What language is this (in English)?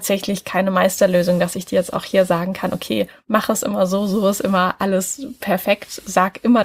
German